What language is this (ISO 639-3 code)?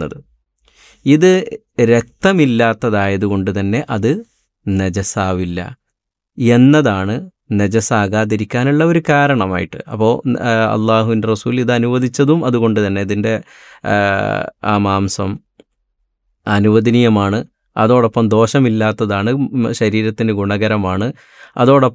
mal